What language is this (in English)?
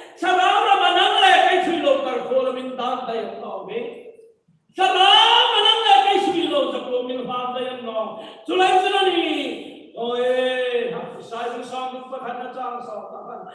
Hmar